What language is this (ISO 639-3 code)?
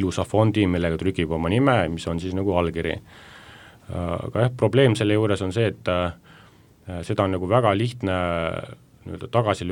est